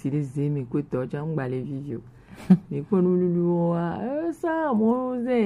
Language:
Gen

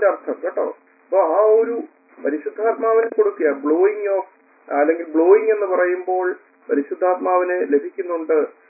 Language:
Malayalam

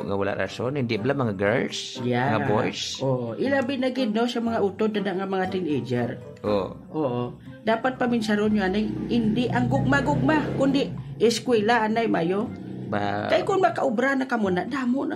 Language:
Hiligaynon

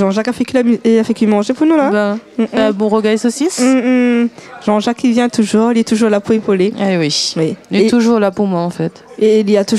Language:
Réunion Creole French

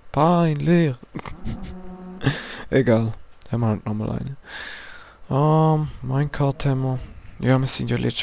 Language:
Swiss German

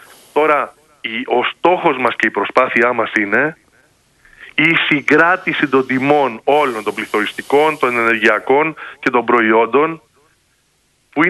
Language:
Greek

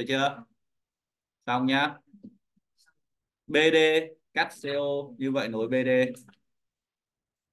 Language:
Vietnamese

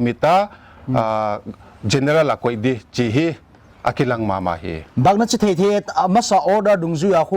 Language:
Paite Chin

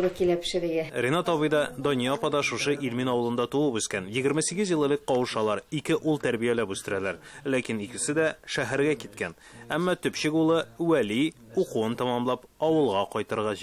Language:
Tatar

